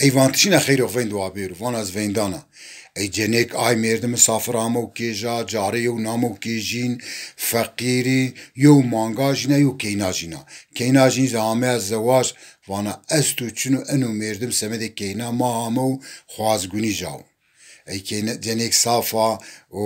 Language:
Zaza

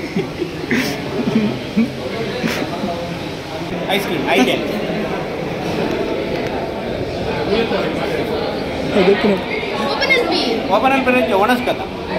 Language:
Tulu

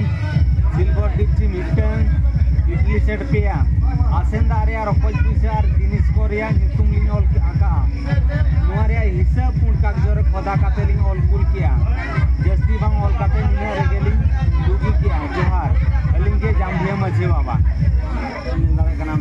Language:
Santali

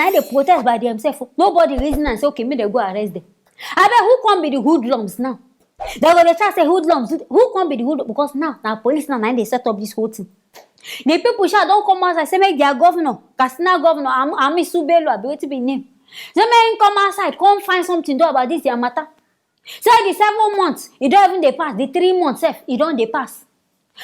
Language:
Nigerian Pidgin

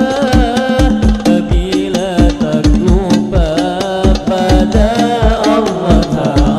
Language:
Banjar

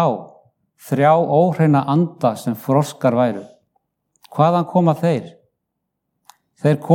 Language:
Icelandic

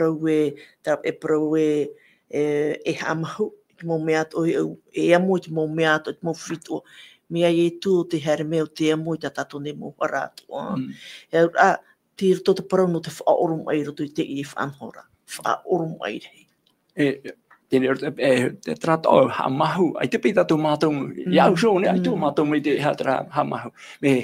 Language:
Tahitian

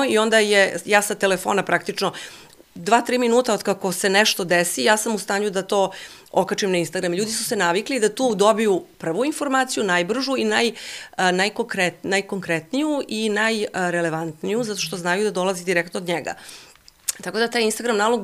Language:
Serbian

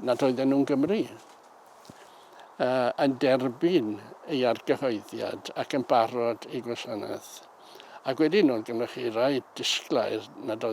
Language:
Welsh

